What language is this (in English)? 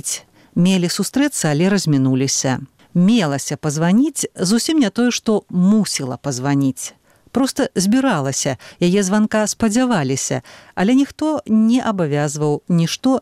Belarusian